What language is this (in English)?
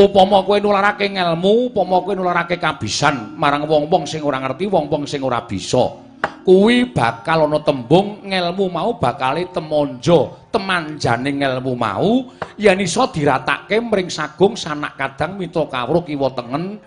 Javanese